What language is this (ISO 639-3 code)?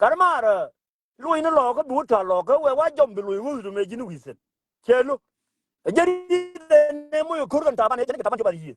nus